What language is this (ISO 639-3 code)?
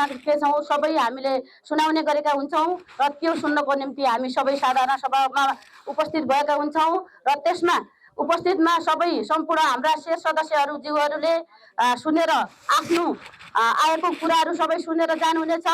nep